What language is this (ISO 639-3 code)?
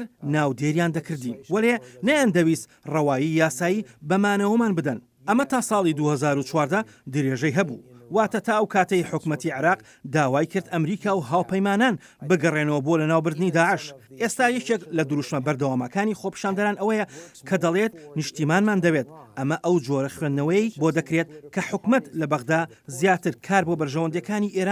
ckb